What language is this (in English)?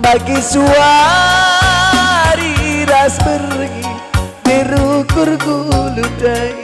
Batak Karo